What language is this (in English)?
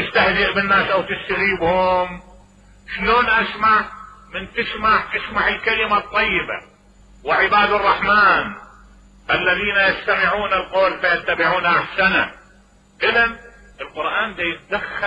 Mesopotamian Arabic